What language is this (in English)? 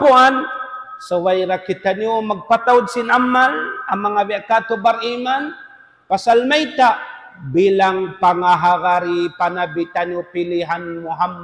Tausug